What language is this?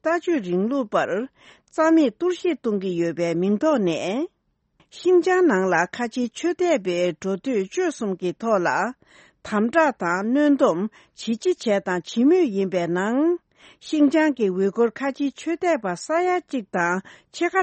Tibetan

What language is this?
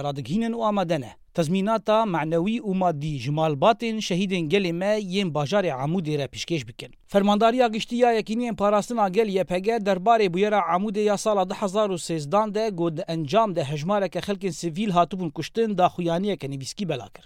Kurdish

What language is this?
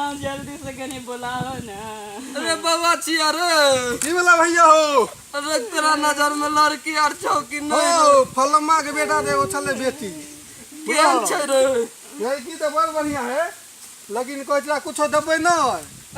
Maithili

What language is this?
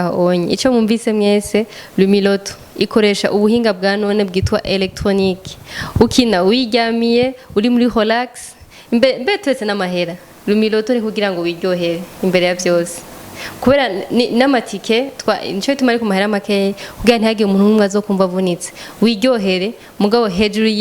Rundi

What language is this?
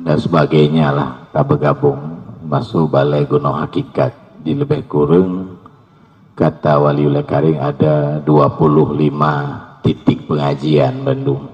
Achinese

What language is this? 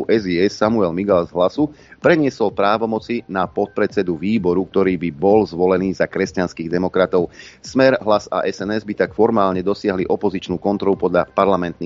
Slovak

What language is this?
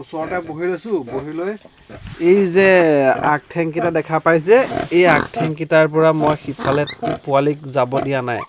Assamese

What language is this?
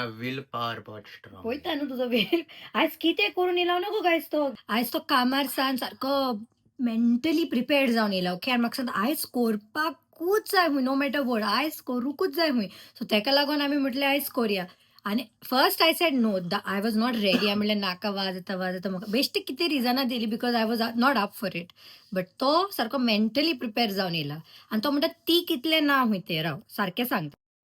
Konkani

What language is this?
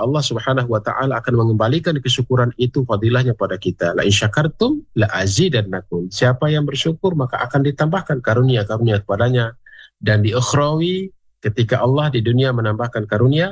Indonesian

